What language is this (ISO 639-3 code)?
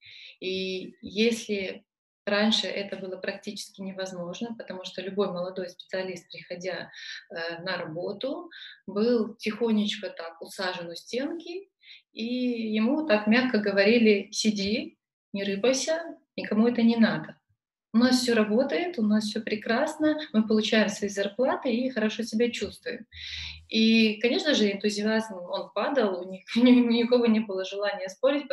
rus